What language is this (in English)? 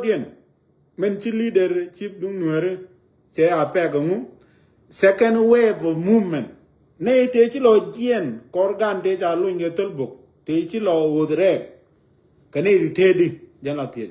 Nuer